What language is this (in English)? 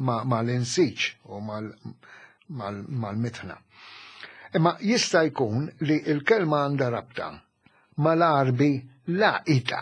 Maltese